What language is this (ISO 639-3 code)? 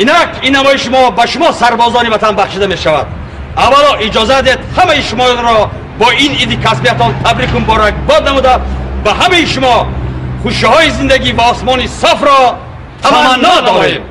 tgk